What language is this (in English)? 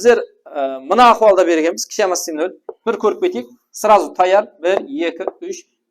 Kara-Kalpak